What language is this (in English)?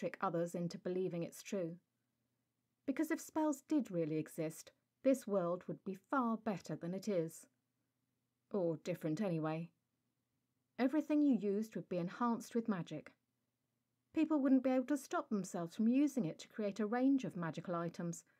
English